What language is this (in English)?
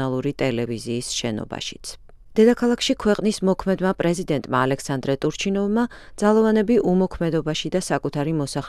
Georgian